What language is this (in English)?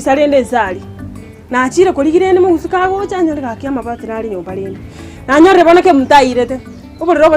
Gusii